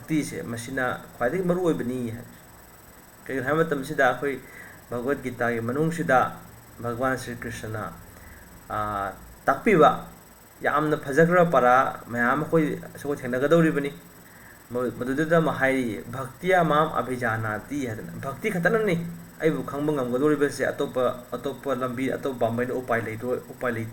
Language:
Manipuri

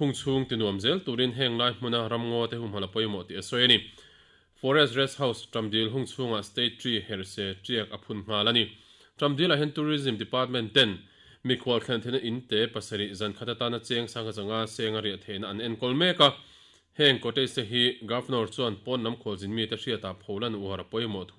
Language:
Mizo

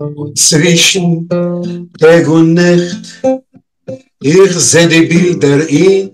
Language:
Yiddish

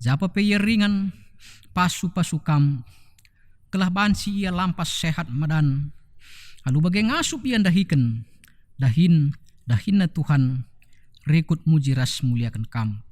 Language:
Batak Karo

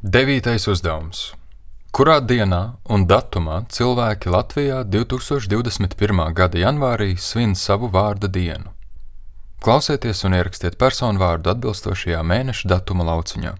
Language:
Latvian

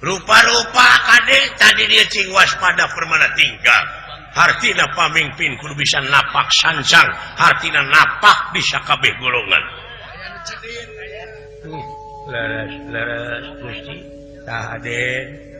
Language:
Sundanese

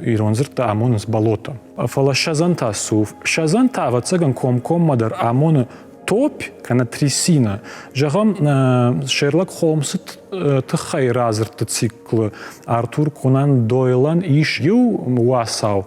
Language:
Ossetic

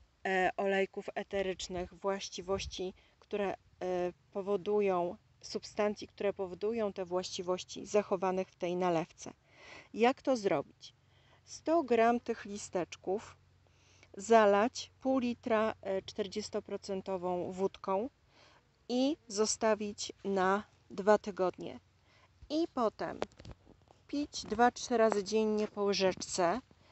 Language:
Polish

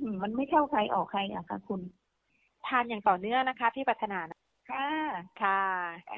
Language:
Thai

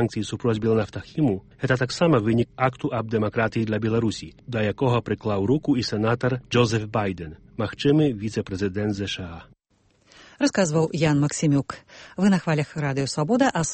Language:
Belarusian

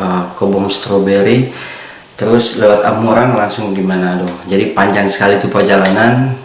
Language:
Manado Malay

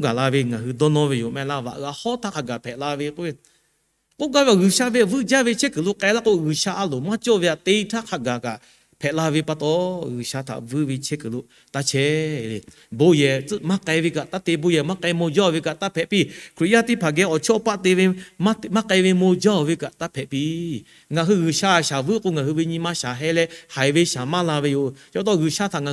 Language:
Lahu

